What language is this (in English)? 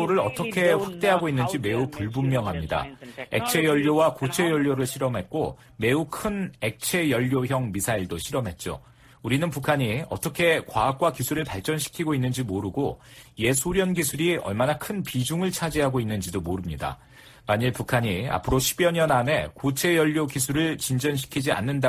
Korean